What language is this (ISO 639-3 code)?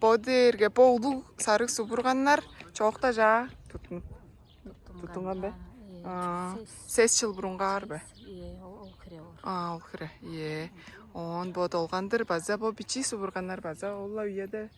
tyv